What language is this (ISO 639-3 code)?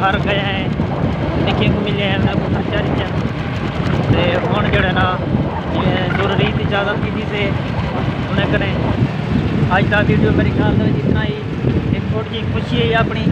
skr